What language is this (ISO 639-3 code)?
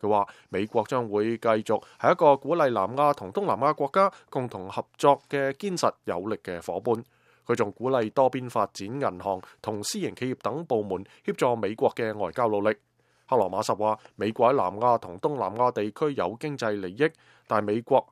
yue